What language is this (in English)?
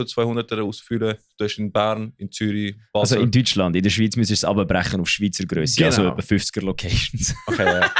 Swiss German